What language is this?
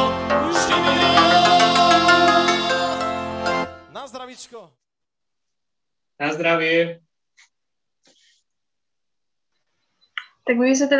Slovak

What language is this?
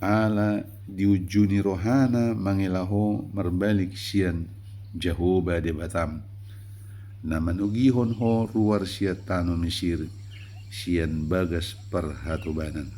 Batak Toba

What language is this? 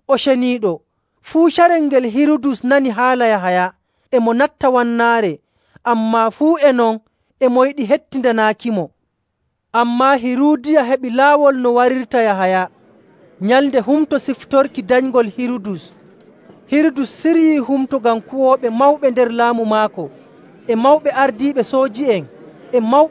Nigerian Fulfulde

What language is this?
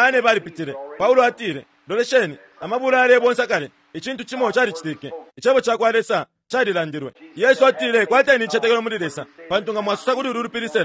Bemba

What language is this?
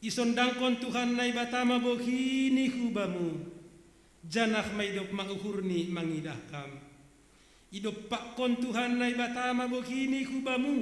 Batak Simalungun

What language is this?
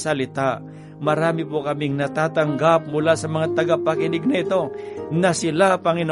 Filipino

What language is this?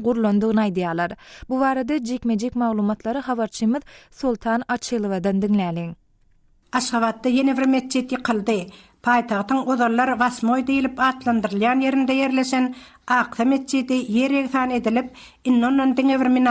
Turkmen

